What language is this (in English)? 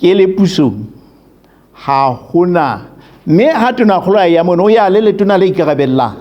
Southern Sotho